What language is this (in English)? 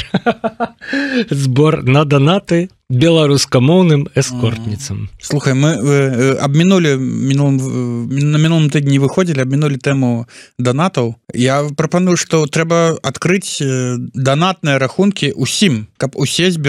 Belarusian